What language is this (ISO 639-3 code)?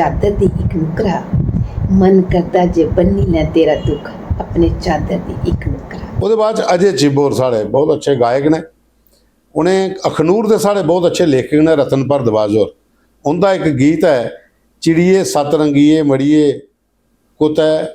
doi